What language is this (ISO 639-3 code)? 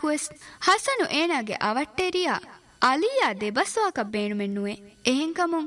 div